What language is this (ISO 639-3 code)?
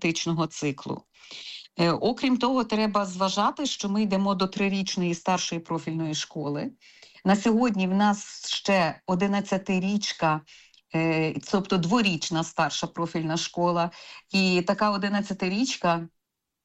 ukr